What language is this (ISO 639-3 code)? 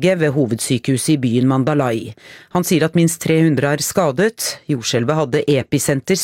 nor